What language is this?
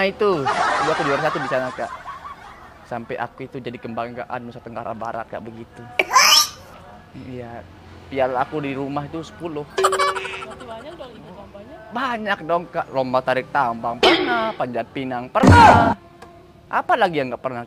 Indonesian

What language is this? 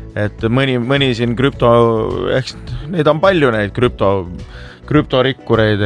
Estonian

